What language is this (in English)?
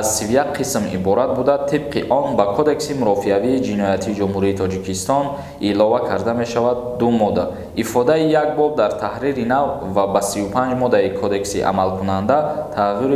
Tajik